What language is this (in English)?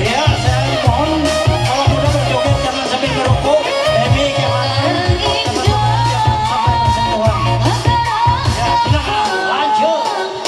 Ma'anyan